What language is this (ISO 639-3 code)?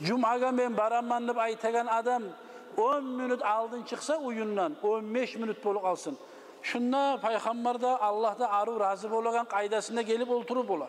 kum